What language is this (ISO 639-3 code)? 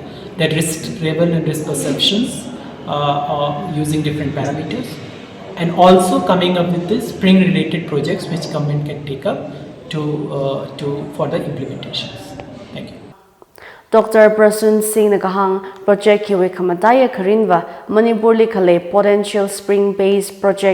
nmf